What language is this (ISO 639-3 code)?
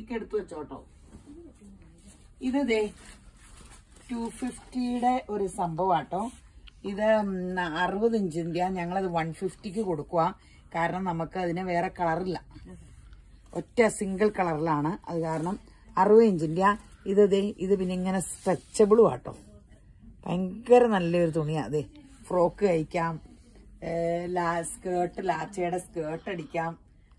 mal